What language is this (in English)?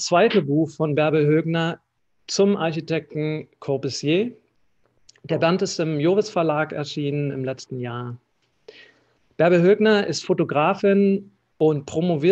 German